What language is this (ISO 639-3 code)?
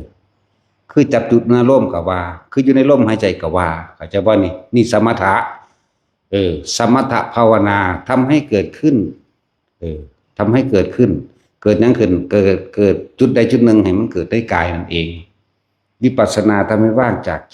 tts